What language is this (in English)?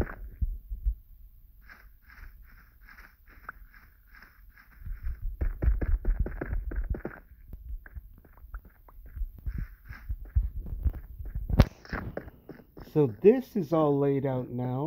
English